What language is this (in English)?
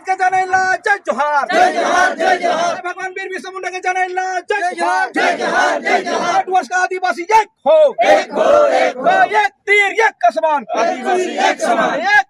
Sadri